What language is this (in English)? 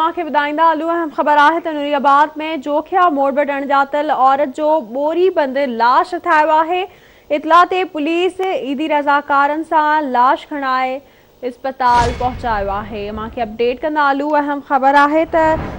Sindhi